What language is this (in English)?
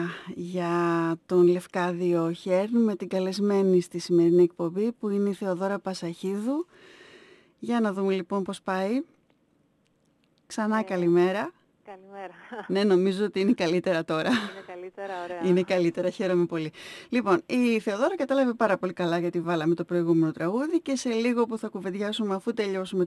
Greek